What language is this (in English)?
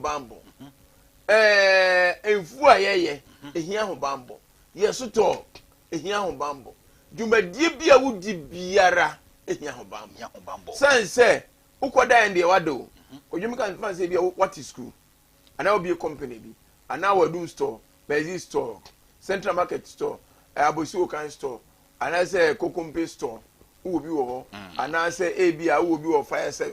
Akan